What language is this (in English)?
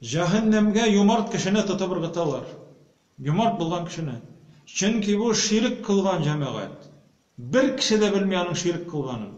Tatar